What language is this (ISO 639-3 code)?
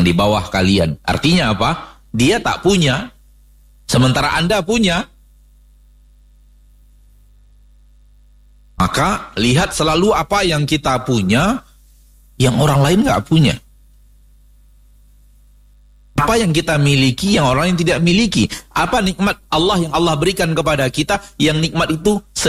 ind